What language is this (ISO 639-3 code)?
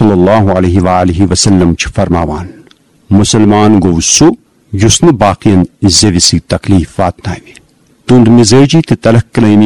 kas